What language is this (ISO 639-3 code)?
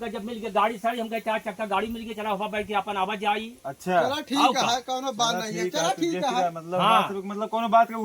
awa